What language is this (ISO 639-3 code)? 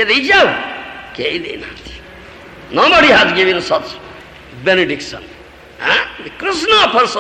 ori